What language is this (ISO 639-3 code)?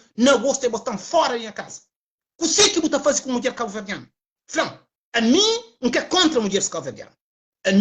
kea